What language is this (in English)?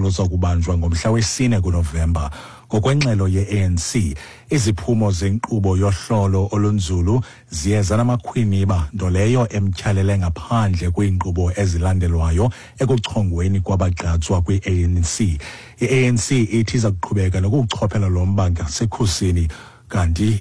Xhosa